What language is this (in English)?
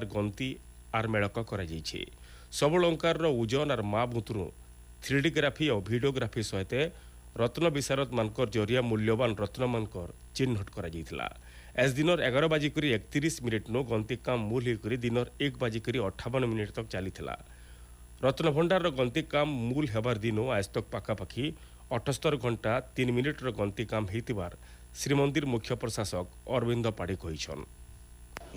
Odia